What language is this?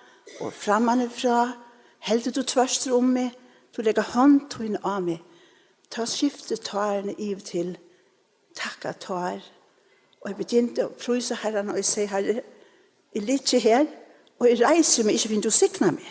Faroese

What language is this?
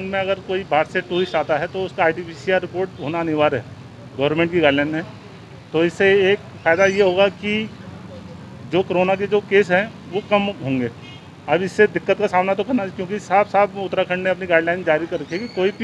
Hindi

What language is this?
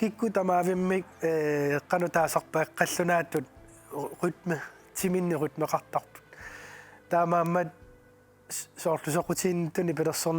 Kalaallisut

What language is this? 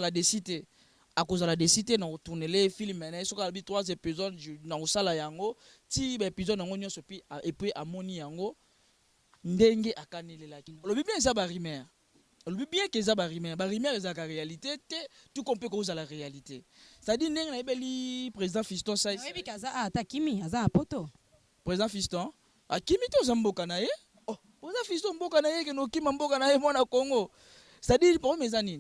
Lingala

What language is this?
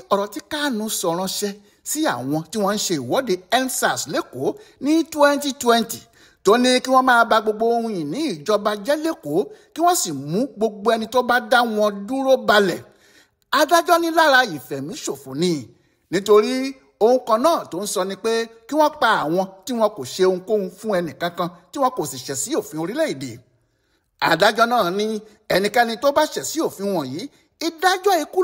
Yoruba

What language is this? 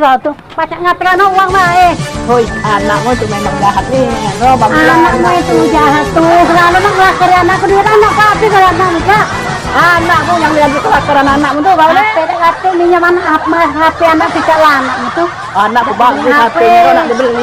Musi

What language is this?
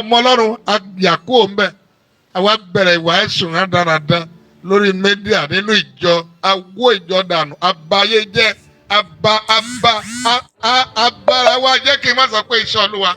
Yoruba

